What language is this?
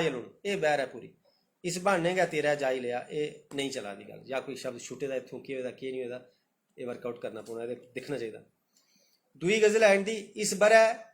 Dogri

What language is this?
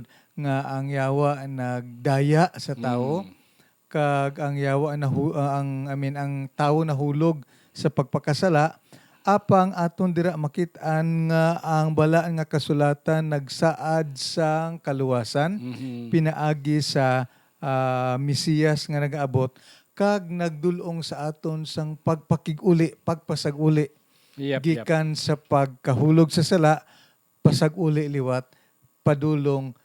Hiligaynon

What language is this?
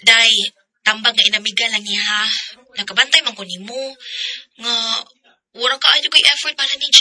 Cebuano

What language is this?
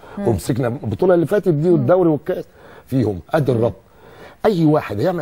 Egyptian Arabic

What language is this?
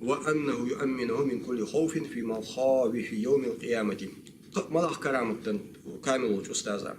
Ingush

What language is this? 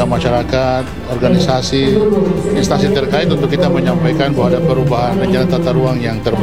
Indonesian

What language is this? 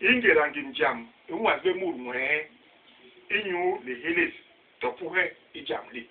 Basaa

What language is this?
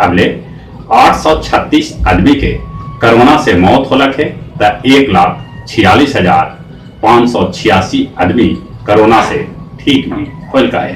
Magahi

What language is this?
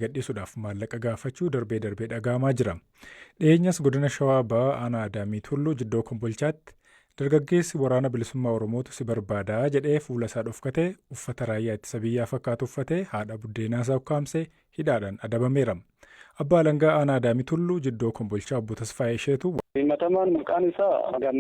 Oromo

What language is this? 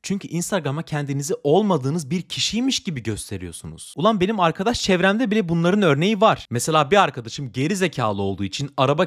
Turkish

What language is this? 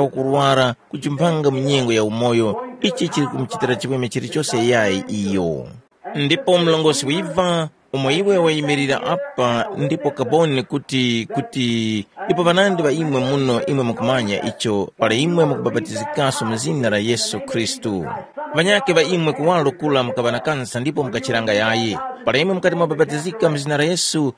Tumbuka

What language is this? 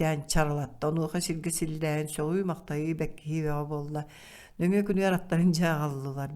Yakut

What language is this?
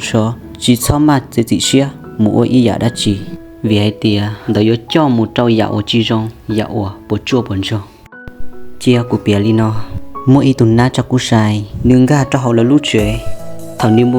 Hmong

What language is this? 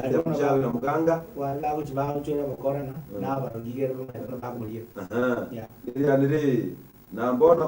Gusii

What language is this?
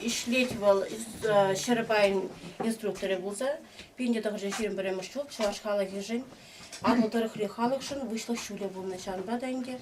Chuvash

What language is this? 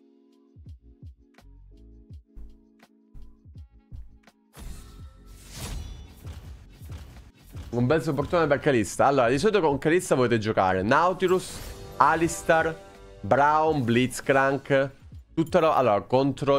Italian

